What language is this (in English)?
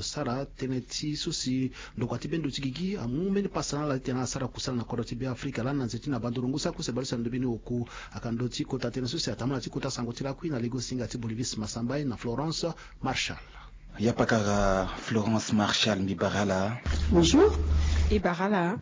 Sango